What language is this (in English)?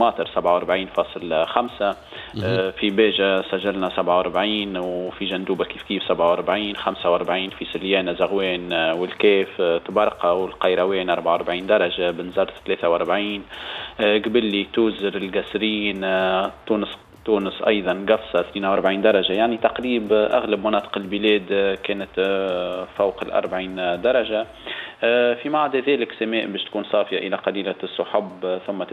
Tunisian Arabic